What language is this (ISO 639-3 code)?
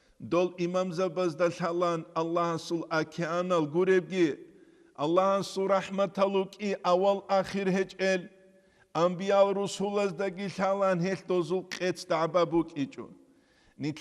ava